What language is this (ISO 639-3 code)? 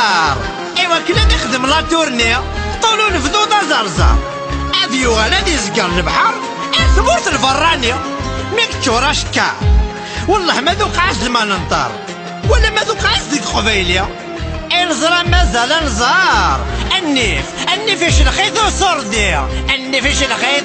kab